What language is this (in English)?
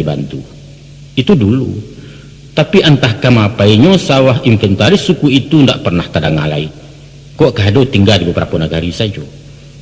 Minangkabau